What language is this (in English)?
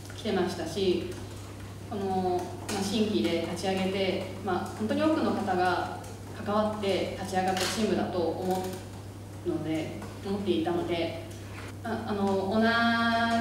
Japanese